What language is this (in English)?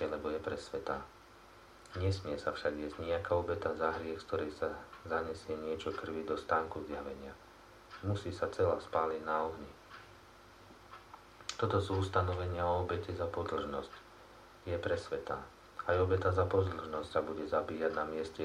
Slovak